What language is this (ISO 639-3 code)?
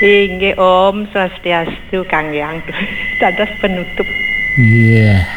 ban